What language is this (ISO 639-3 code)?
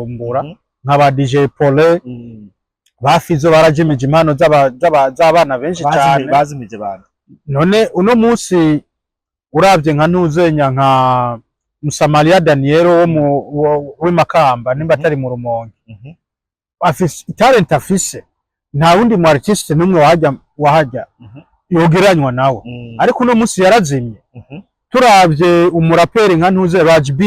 run